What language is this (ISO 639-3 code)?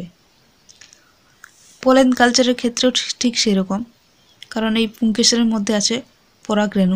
ben